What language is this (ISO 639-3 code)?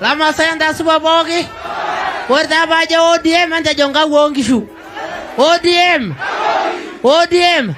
mas